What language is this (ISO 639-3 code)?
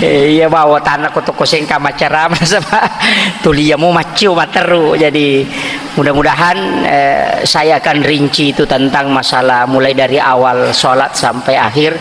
bug